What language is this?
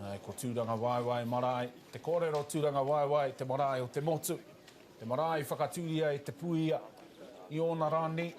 Māori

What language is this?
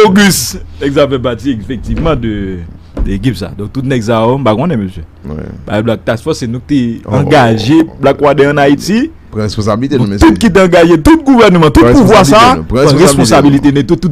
Haitian Creole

